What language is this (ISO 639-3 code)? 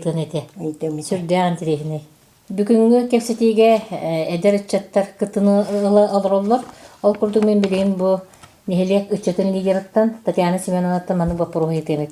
sah